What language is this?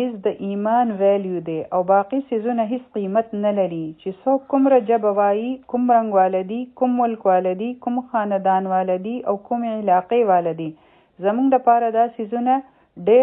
Pashto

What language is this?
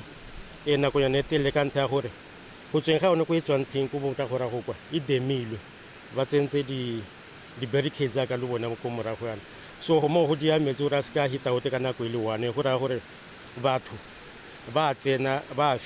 Tswana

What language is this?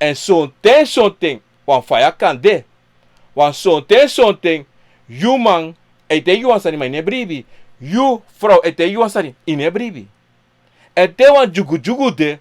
Sranan Tongo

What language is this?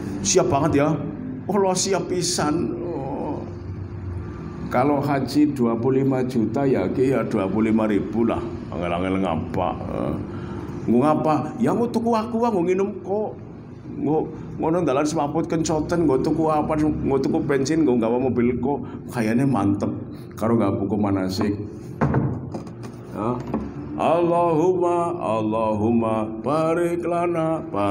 Javanese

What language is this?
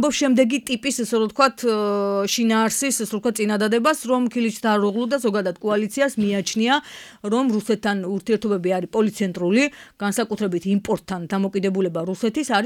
Georgian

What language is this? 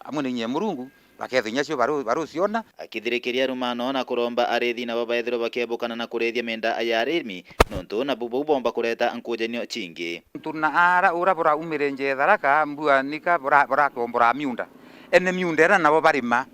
Meru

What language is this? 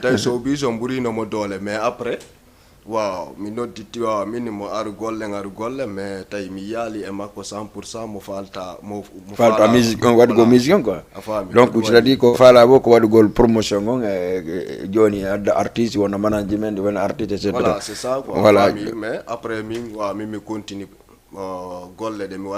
Fula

